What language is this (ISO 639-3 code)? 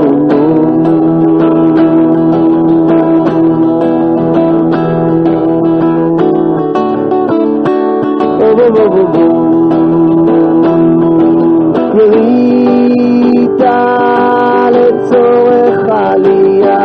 heb